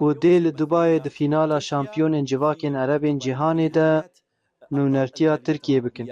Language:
Kurdish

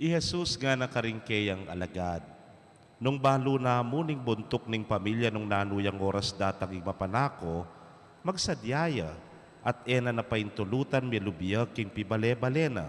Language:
Pampanga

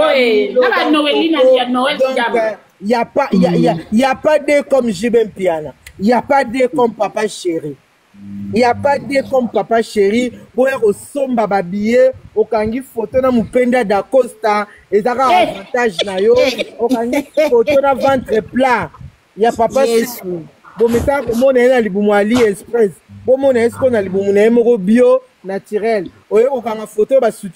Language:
Lingala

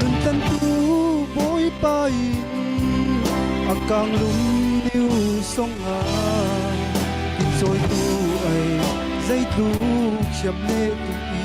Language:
Falam Chin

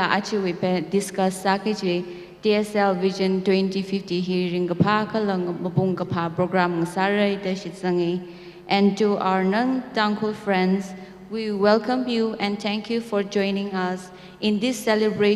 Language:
Tangkhul Naga (India)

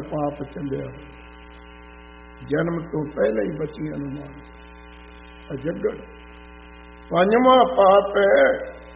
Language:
Punjabi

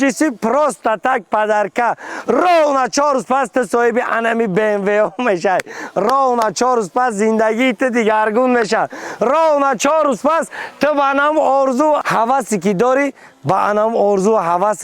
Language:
Tajik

